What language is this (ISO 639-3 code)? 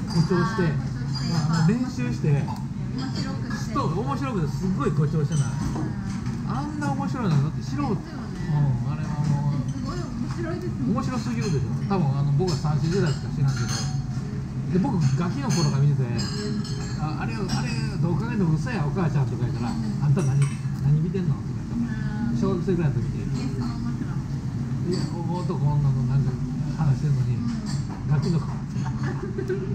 jpn